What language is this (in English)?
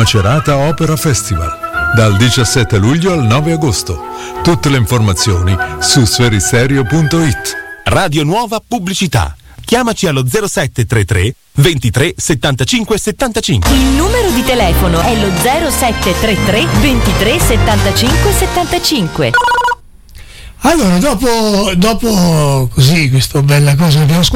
Italian